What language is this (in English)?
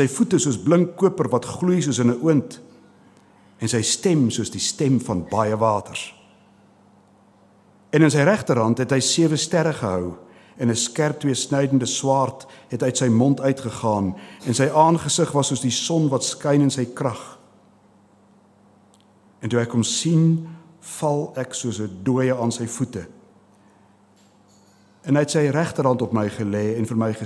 Afrikaans